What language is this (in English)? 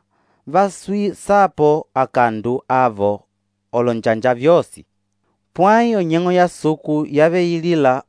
Umbundu